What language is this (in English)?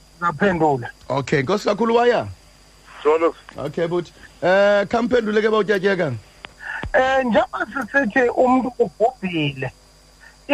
Xhosa